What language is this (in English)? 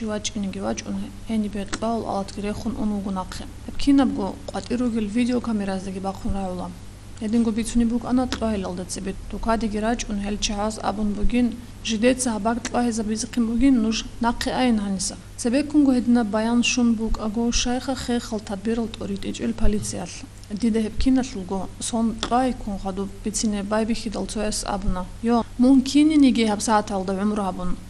Avaric